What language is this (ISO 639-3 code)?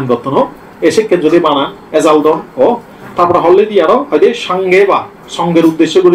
ccp